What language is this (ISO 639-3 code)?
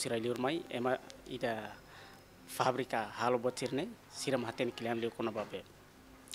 tet